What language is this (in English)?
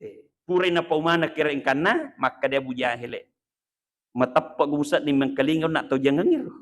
Buginese